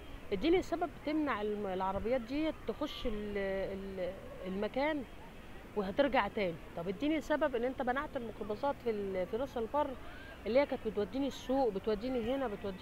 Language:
Egyptian Arabic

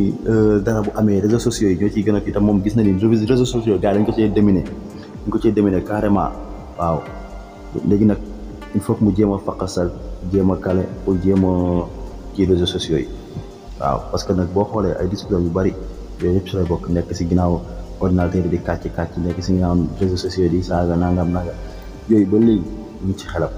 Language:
Wolof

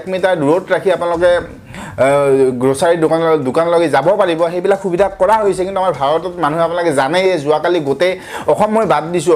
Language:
Assamese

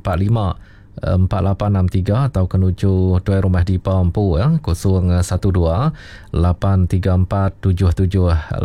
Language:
Iban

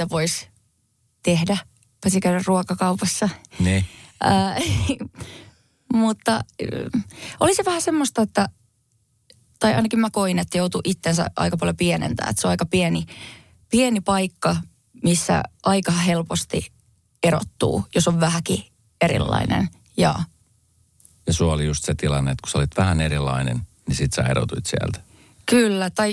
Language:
Finnish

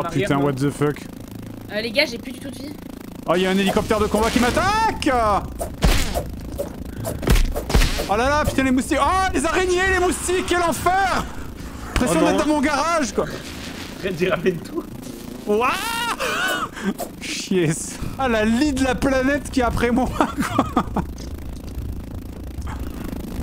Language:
French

